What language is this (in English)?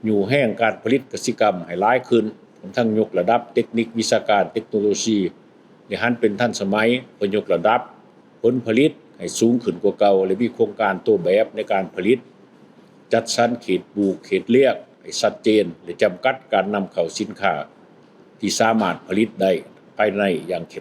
Lao